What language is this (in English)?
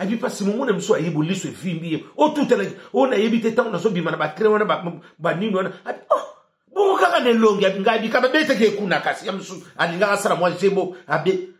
Lingala